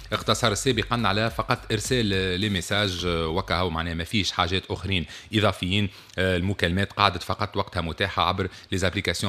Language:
Tunisian Arabic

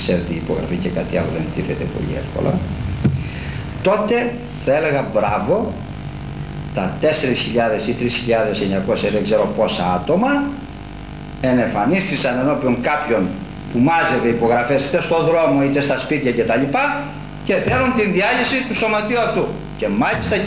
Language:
Greek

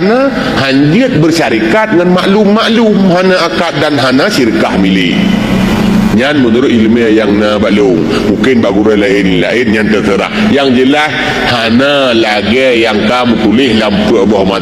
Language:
Achinese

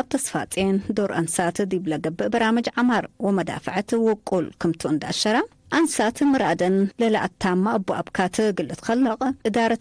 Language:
Tigre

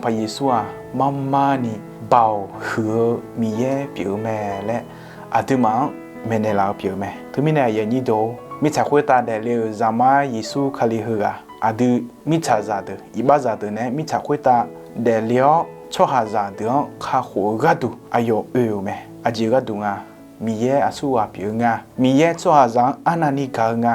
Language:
Akha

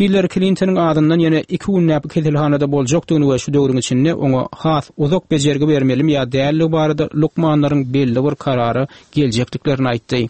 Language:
Turkmen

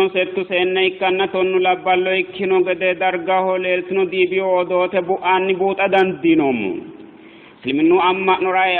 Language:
Sidamo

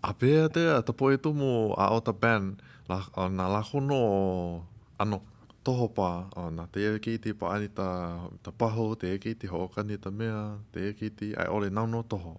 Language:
Hawaiian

